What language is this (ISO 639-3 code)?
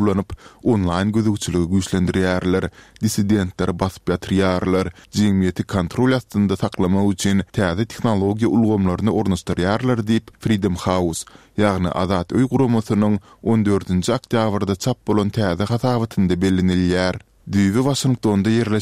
tuk